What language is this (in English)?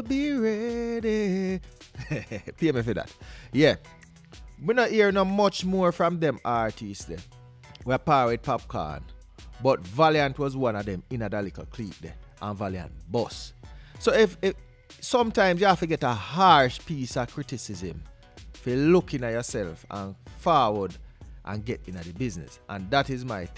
Jamaican Creole English